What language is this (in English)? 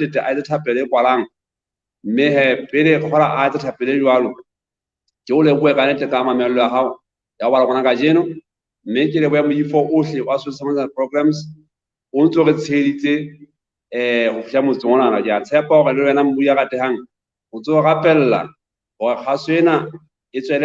Southern Sotho